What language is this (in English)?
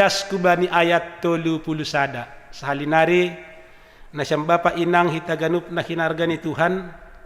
Batak Simalungun